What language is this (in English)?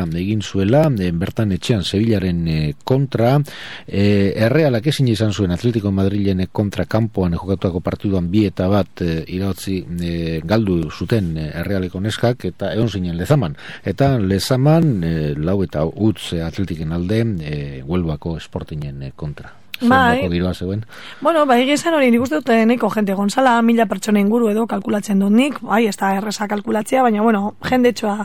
Basque